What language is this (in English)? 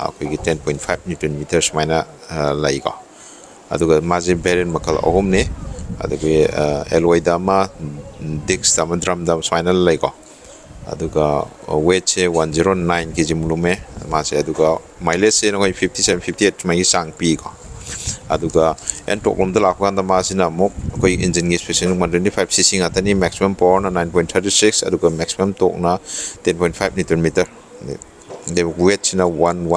Manipuri